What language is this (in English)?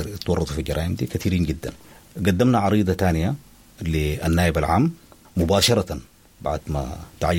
Sudanese Arabic